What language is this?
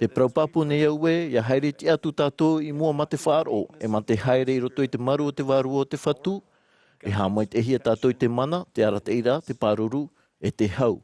Tahitian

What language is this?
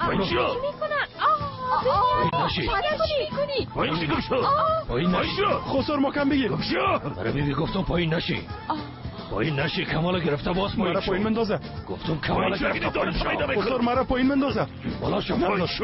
Persian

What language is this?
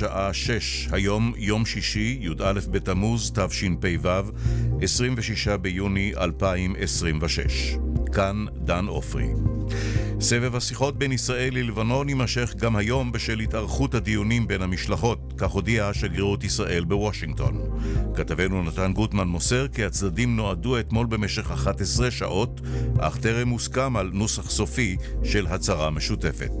Hebrew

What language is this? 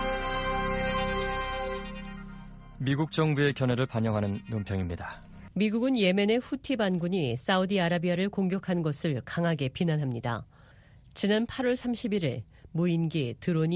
Korean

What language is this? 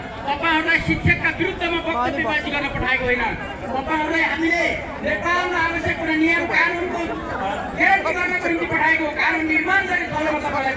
Nepali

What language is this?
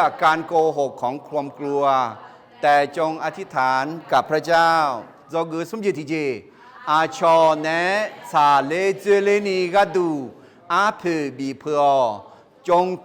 Akha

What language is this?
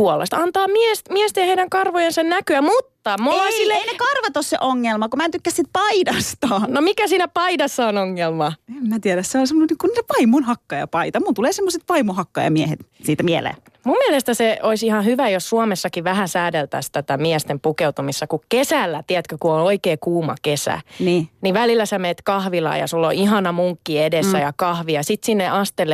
Finnish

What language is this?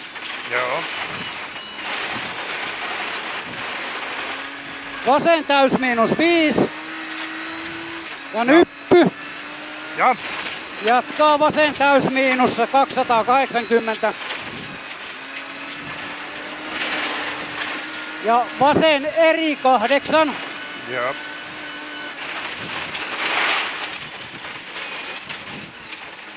Finnish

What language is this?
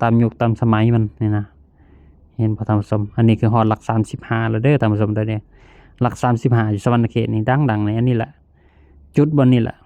Lao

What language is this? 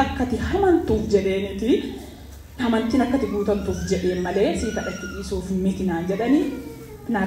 Oromo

